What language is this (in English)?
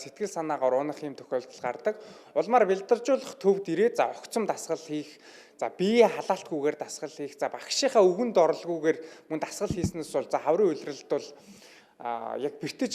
Mongolian